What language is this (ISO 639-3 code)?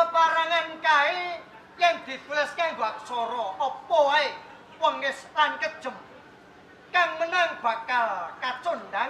jav